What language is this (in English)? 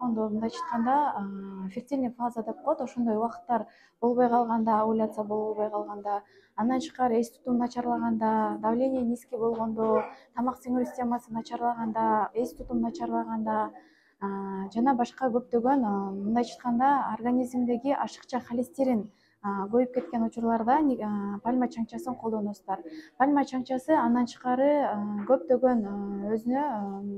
Kyrgyz